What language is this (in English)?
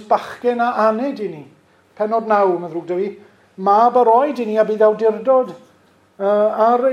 Welsh